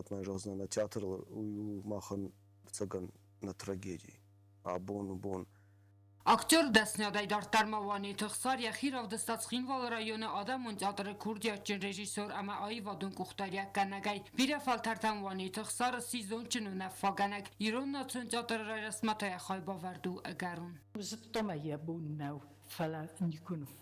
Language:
Ossetic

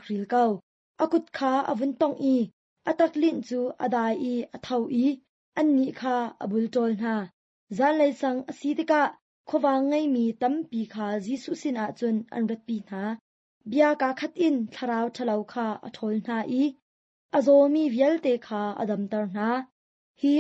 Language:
Hakha Chin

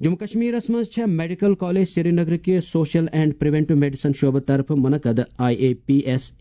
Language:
Kashmiri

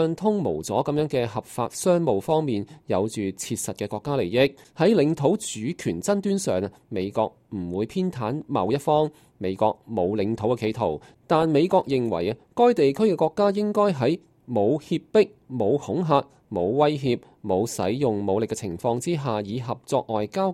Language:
Cantonese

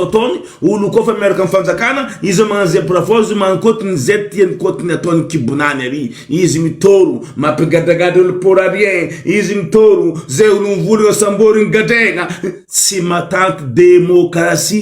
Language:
Malagasy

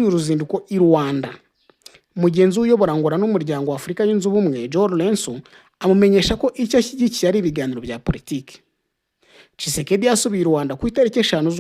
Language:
Kinyarwanda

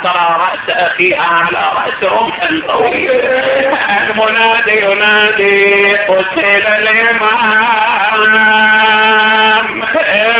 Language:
Arabic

